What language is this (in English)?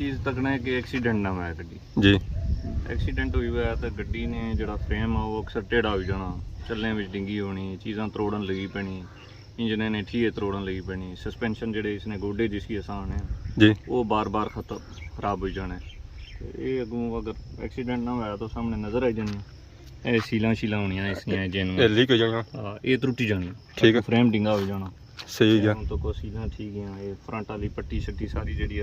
Pahari-Potwari